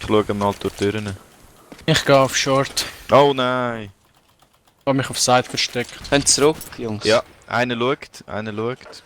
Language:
Swiss German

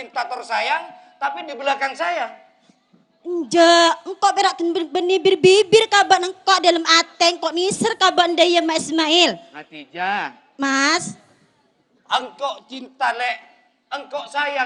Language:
Madurese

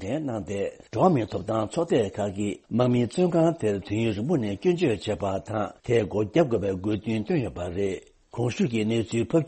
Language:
Tibetan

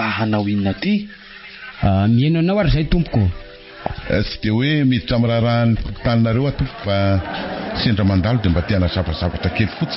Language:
Malagasy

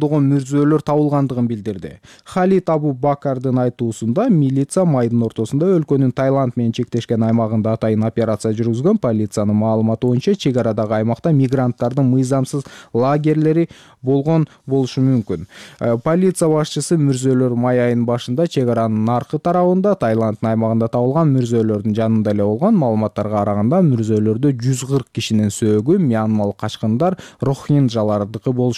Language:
Kyrgyz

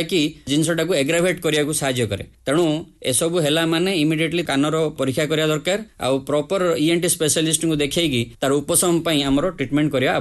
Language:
Odia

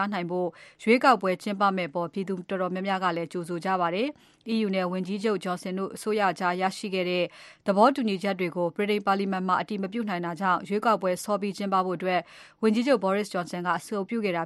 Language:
Burmese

